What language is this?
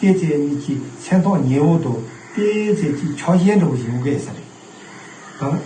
Tibetan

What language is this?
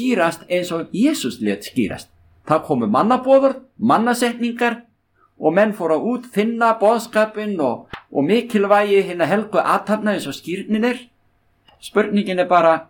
Icelandic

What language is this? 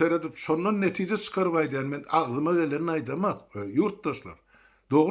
Turkmen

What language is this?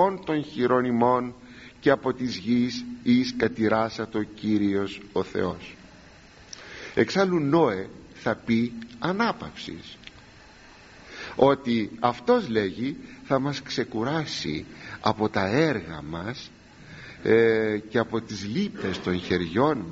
Greek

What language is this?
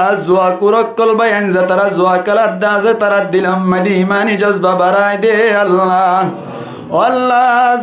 Rohingya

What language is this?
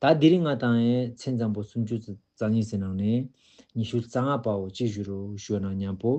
Ladakhi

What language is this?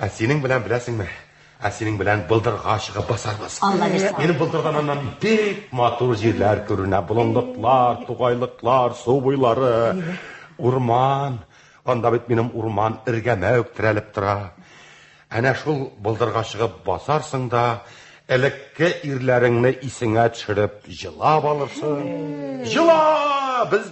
Tatar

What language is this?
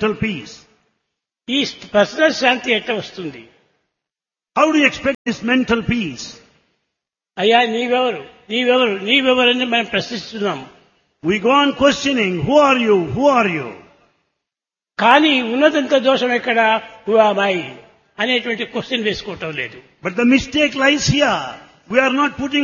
Telugu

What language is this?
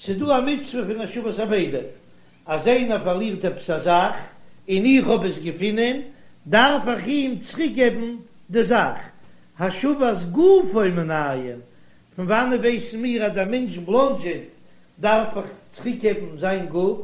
Yiddish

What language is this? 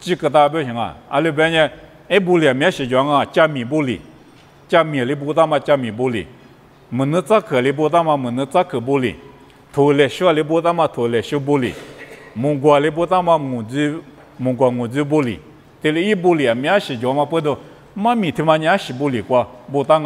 Lisu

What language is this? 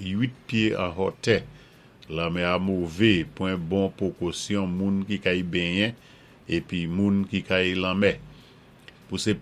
Saint Lucian Creole French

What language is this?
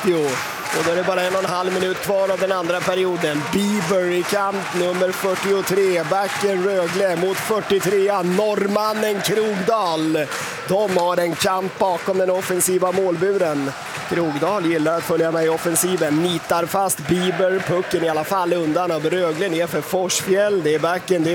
Swedish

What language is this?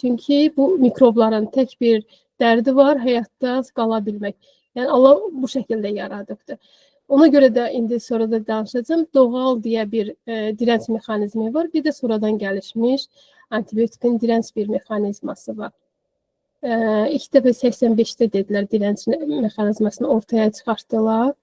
Azerbaijani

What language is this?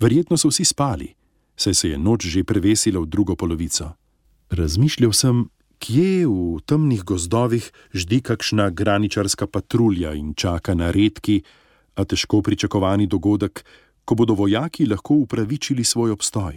Slovenian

